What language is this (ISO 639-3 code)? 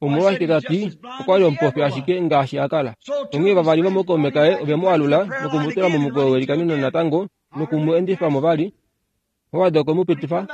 kua